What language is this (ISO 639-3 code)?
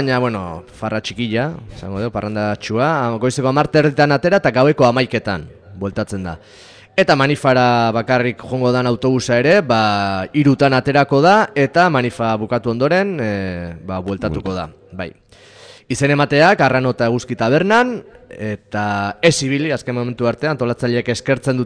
eus